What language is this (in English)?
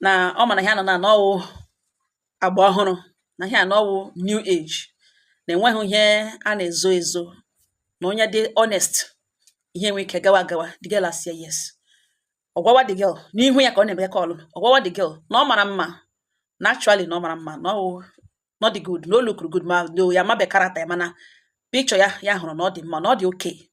Igbo